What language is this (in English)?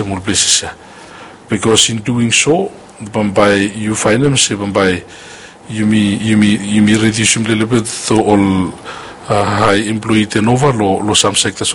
English